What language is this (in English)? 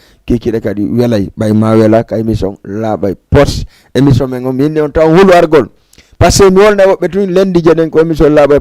Fula